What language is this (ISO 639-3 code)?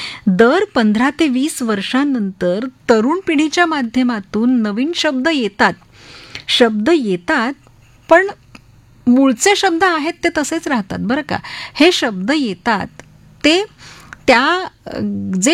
mar